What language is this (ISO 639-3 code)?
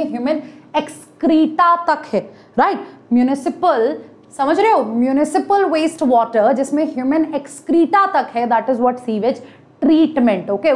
hin